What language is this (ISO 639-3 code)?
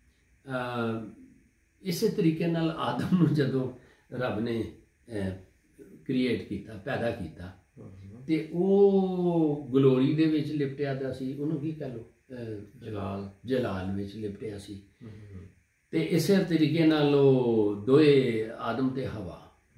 pan